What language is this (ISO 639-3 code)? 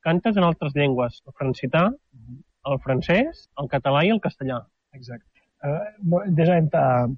cat